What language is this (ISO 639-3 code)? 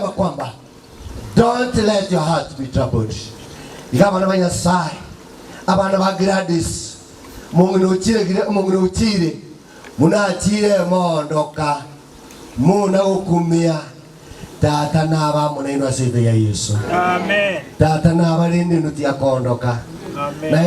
guz